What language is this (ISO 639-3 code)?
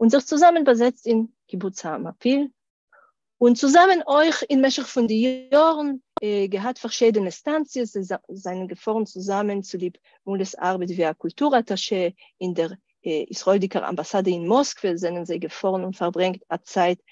yid